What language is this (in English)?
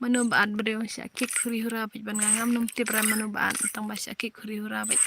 Khasi